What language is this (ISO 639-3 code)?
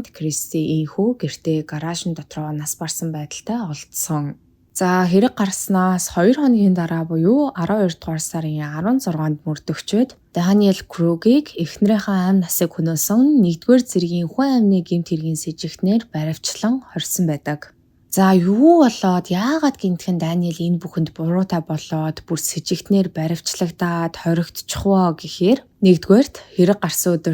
mon